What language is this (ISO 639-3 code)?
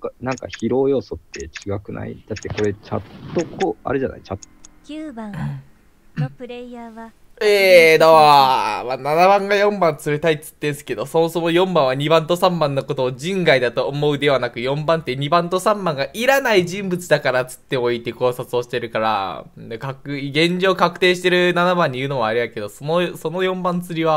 jpn